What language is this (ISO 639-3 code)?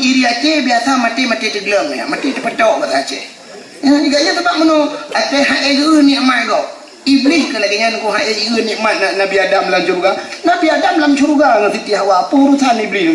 ace